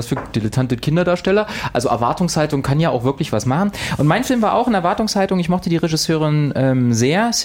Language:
German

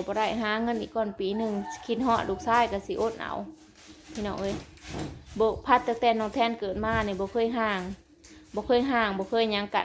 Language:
Northeastern Thai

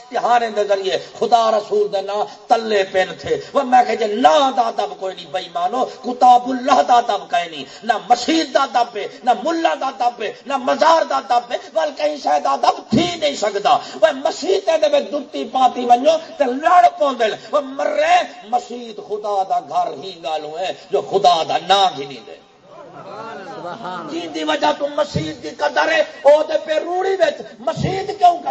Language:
Saraiki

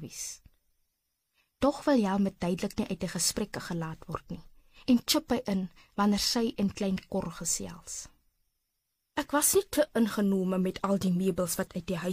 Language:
Afrikaans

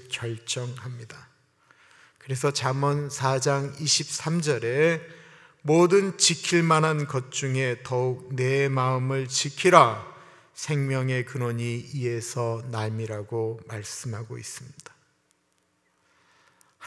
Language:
Korean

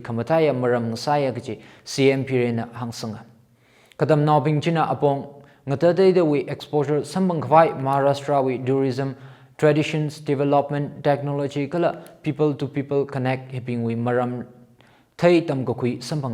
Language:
Tangkhul Naga (India)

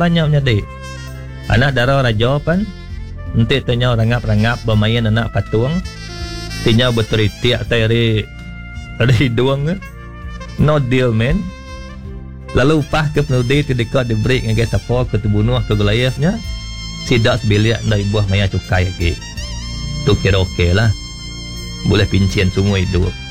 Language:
Iban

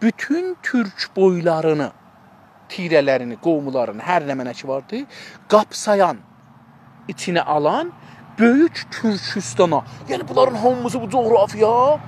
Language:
South Azerbaijani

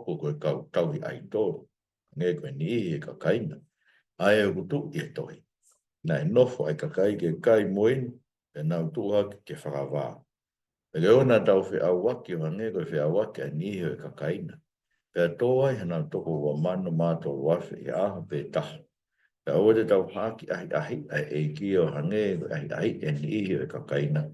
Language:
Tongan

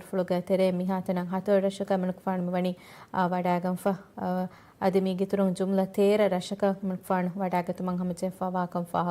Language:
Divehi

